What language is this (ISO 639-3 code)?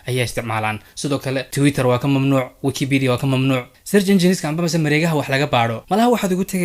som